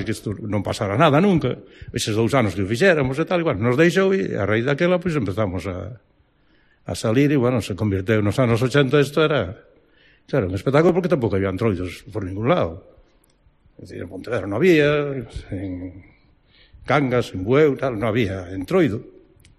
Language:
Galician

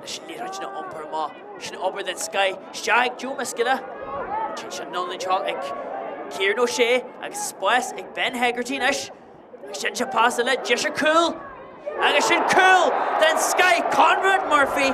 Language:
Irish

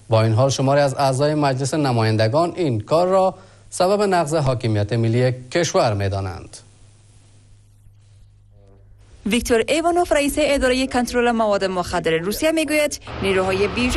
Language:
Persian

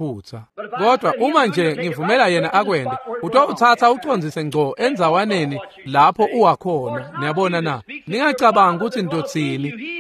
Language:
Swati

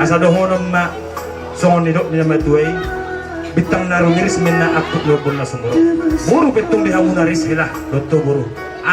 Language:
Batak Toba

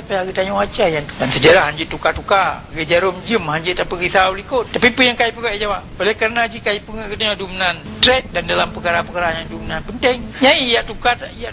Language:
Achinese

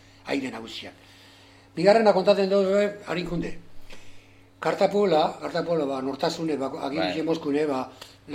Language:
Basque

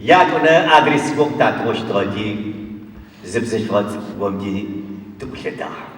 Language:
Adyghe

